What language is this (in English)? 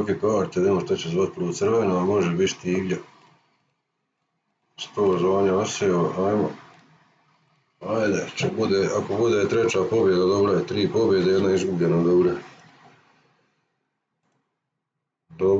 Croatian